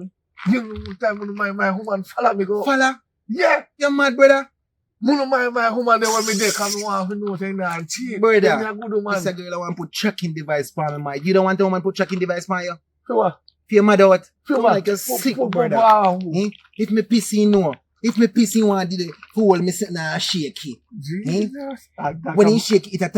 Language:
Jamaican Creole English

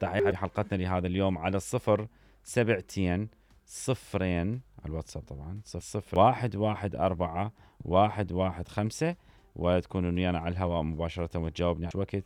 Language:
Mesopotamian Arabic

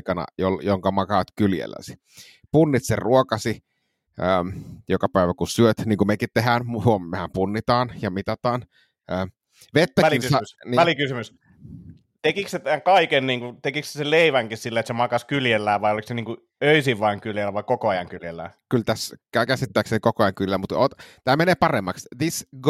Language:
Finnish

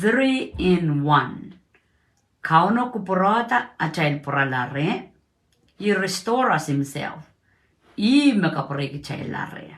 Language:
Pohnpeian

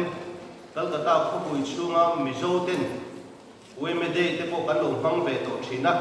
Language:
Mizo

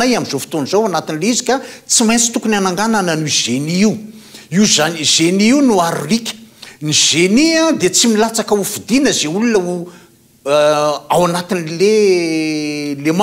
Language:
Malagasy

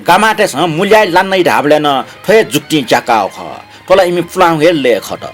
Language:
Newari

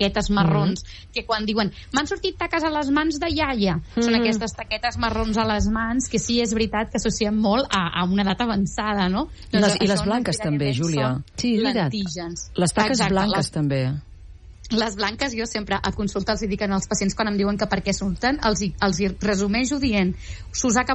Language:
Catalan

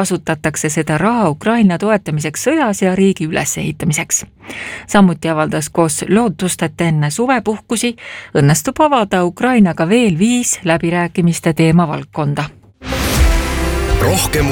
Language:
Estonian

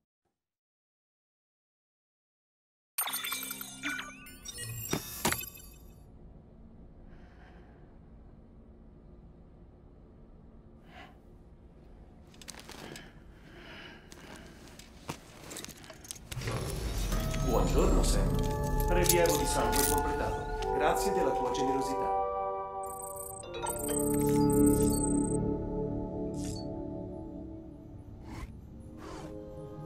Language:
Italian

